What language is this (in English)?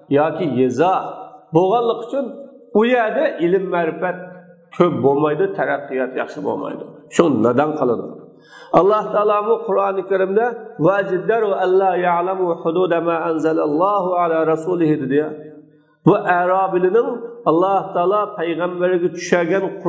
Uyghur